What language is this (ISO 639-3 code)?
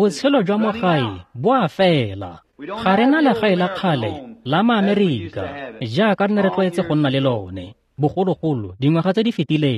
tsn